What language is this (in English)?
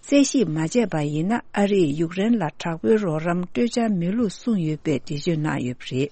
Tibetan